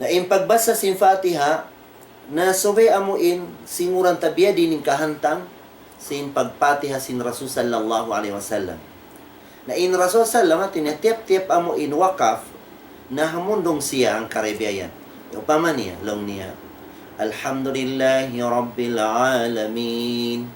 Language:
Tausug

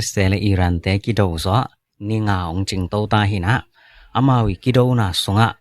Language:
Tedim Chin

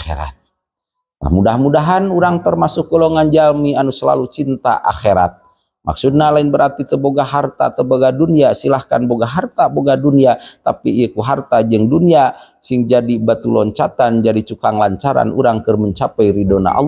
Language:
Sundanese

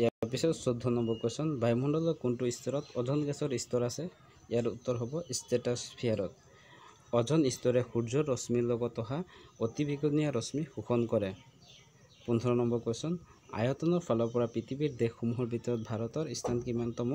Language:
Assamese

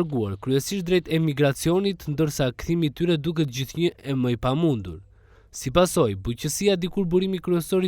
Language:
Albanian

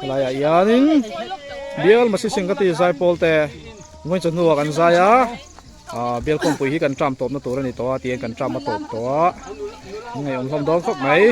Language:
Mizo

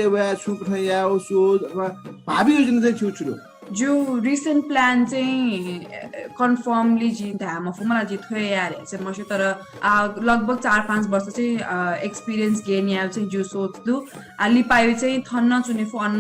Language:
Newari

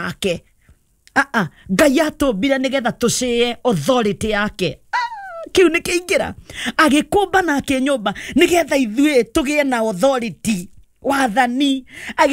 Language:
Kikuyu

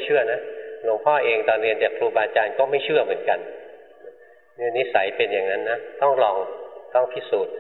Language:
Thai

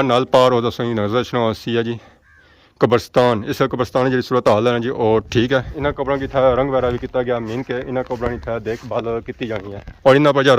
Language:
Pahari-Potwari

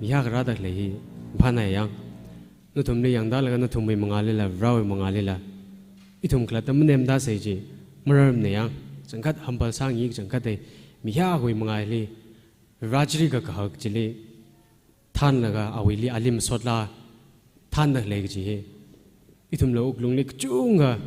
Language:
Tangkhul Naga (India)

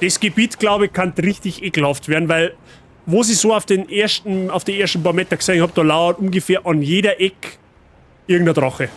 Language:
Bavarian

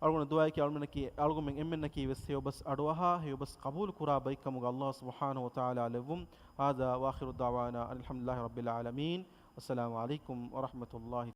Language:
Divehi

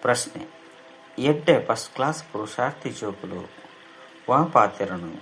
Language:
Tulu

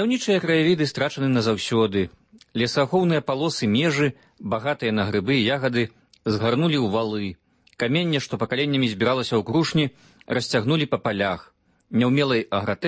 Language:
Belarusian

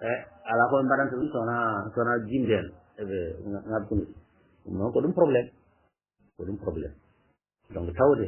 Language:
Fula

